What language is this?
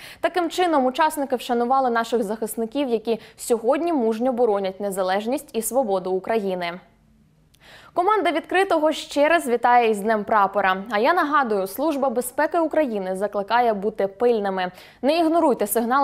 Ukrainian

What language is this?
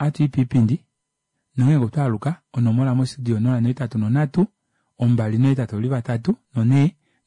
Kuanyama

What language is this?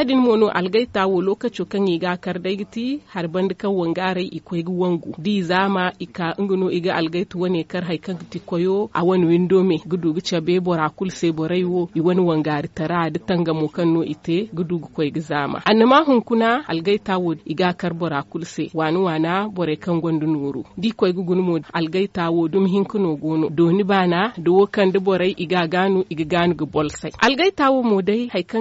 Zarma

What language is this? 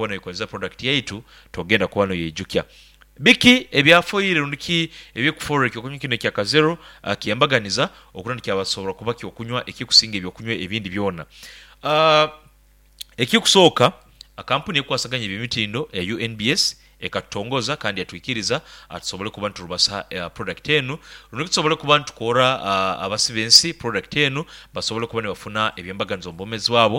Nyoro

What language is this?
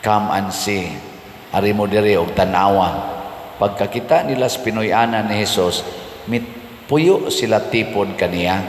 Cebuano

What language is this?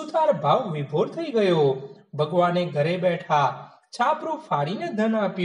Gujarati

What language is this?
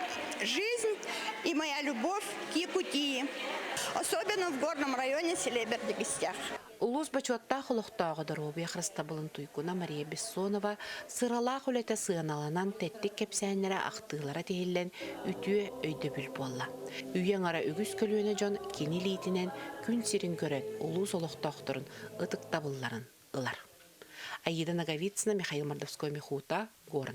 Yakut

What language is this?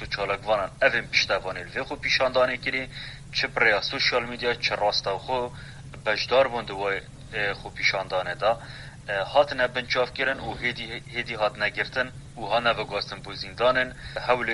Kurdish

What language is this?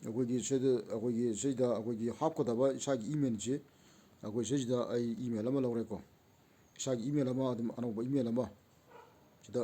Manipuri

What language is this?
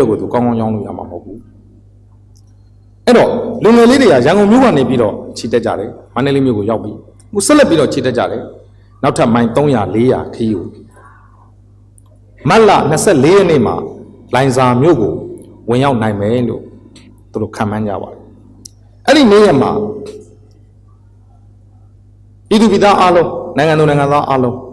Burmese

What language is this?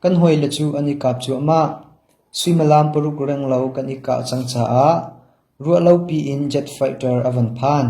Hakha Chin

